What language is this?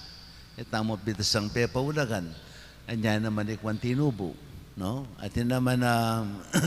Pampanga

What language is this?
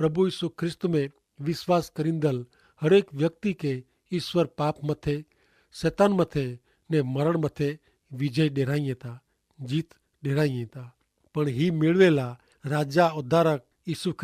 Kachhi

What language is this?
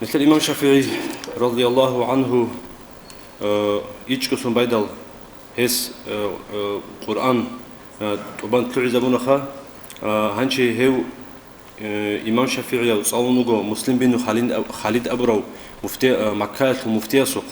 Avaric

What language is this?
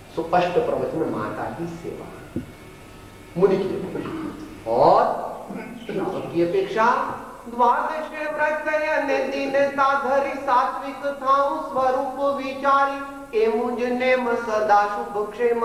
Gujarati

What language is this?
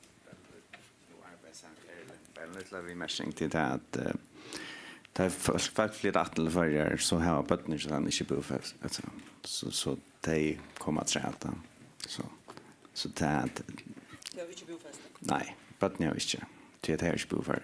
Faroese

